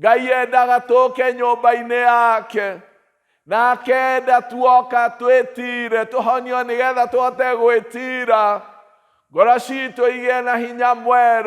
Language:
Kikuyu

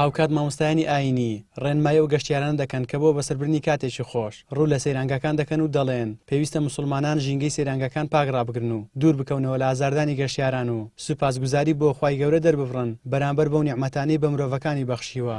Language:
Central Kurdish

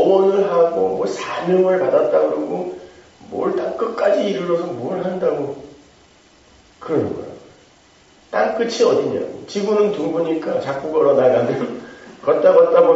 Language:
Korean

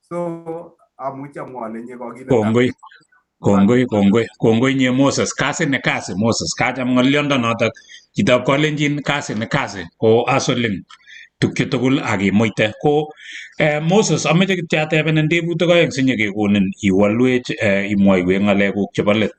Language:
Kalenjin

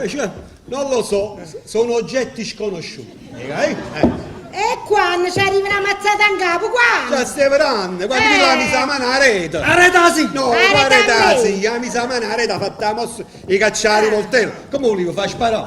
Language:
Neapolitan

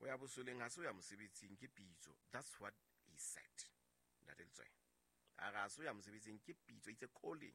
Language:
Southern Sotho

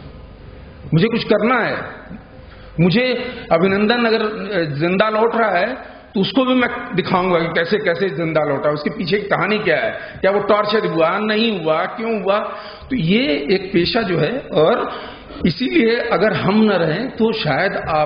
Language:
Hindi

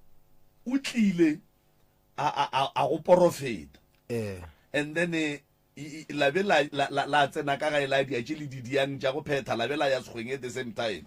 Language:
Northern Sotho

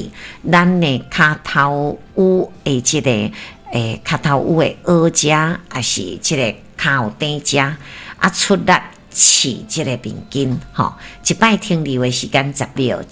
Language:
Min Nan Chinese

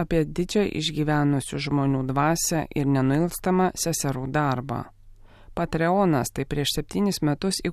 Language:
Lithuanian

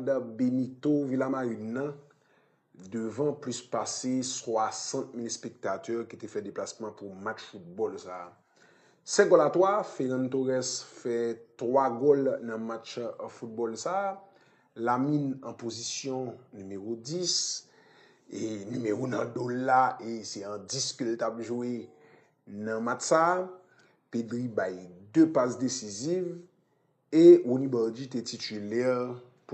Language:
Haitian Creole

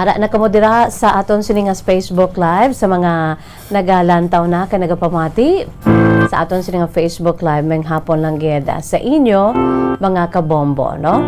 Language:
Hiligaynon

